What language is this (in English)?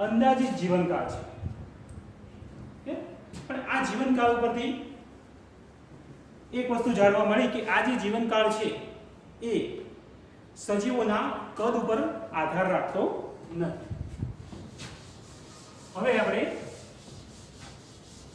Gujarati